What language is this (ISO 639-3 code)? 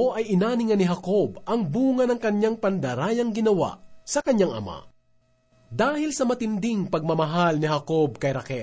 fil